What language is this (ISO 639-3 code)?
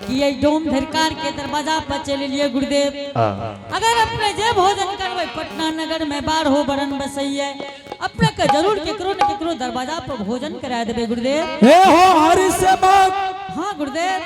anp